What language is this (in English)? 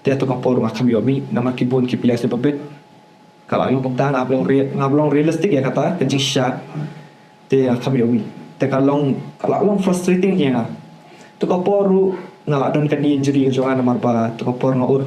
Khasi